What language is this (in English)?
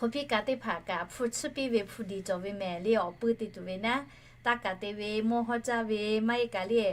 Lahu